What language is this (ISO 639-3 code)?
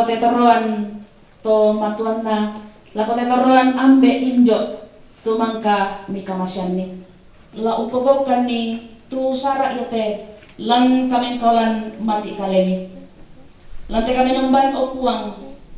sda